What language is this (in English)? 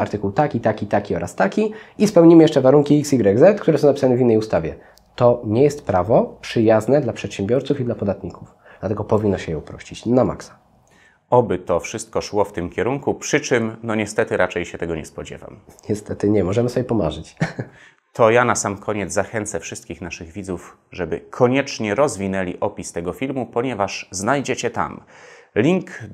Polish